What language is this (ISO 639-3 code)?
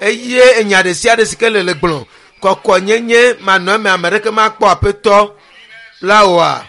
ewe